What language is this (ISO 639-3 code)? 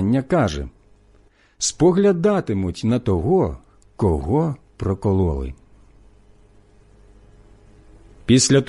ukr